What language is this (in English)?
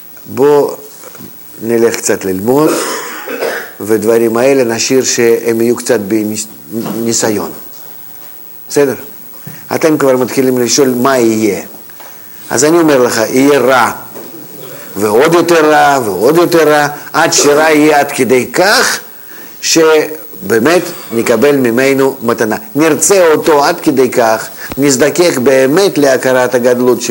Hebrew